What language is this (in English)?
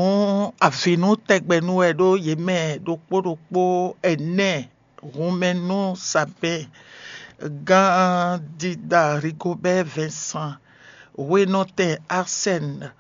Fon